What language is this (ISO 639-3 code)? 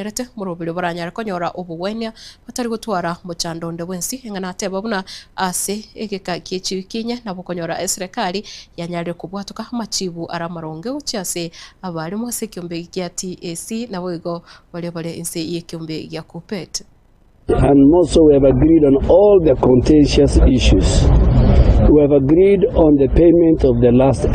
guz